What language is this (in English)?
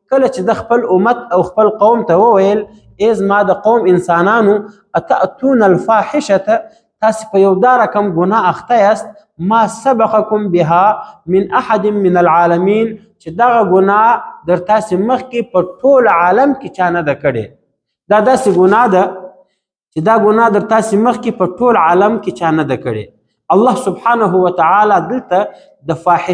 Pashto